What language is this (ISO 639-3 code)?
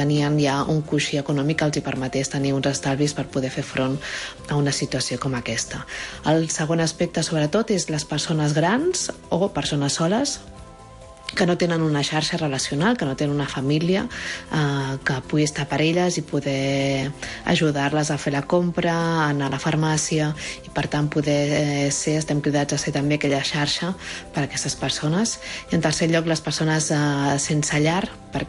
cat